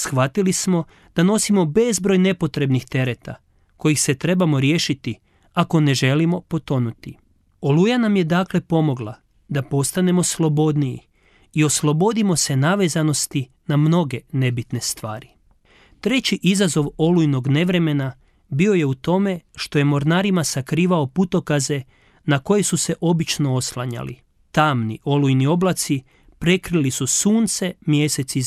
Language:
Croatian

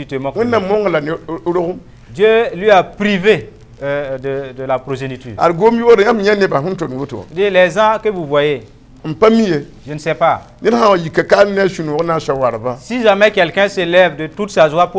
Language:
Mossi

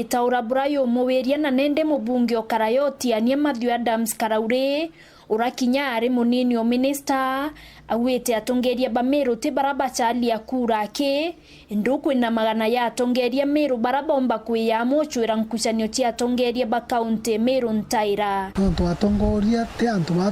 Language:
Meru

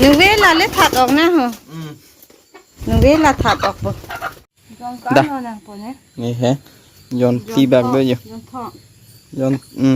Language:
Karbi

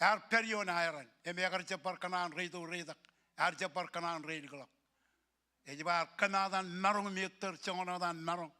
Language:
Marshallese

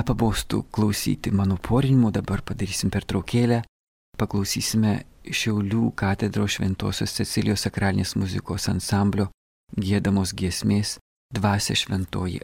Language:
Lithuanian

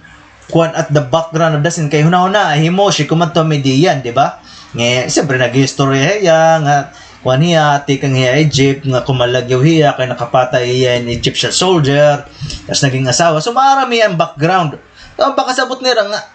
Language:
Waray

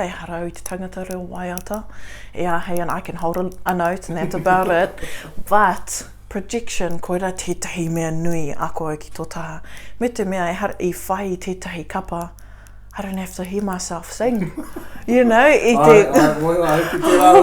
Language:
Māori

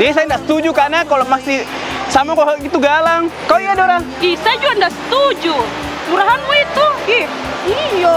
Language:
Makassar Malay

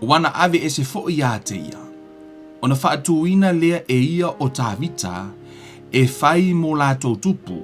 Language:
Samoan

